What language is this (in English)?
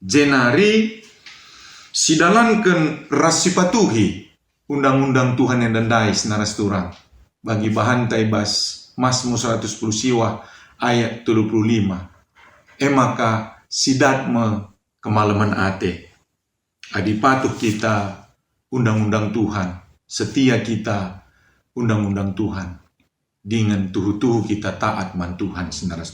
Batak Karo